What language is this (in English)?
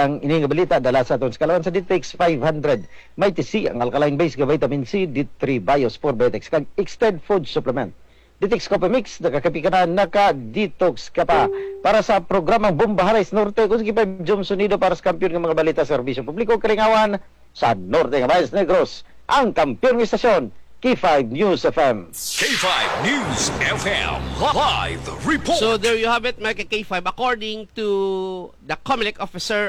Hiligaynon